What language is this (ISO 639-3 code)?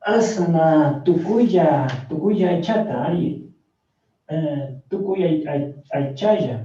qug